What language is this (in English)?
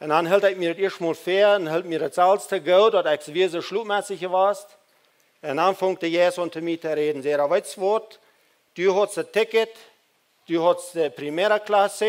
Plautdietsch